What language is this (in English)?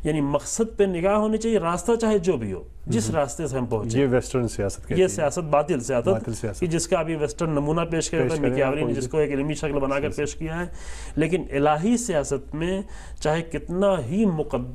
Urdu